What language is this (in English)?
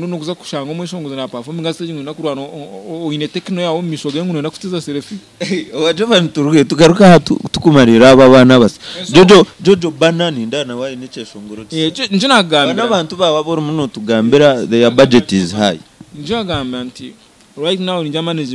Nyankole